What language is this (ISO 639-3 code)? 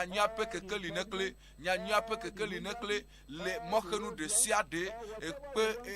ewe